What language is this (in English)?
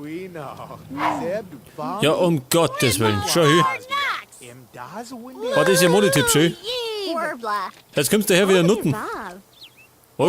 Bavarian